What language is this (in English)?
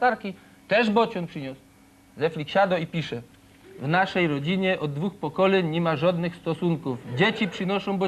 Silesian